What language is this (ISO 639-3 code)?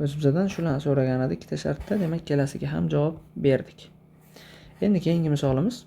uzb